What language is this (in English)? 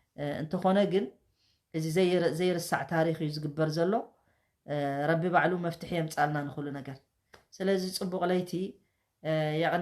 Tigrinya